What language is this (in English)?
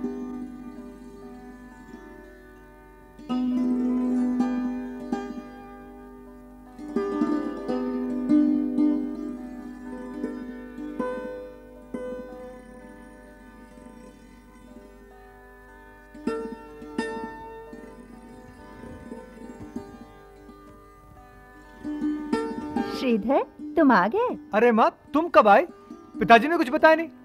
Hindi